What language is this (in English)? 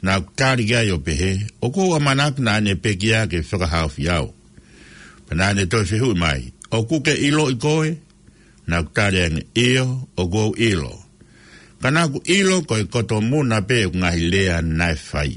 Tongan